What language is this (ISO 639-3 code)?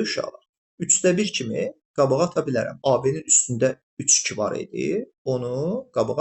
aze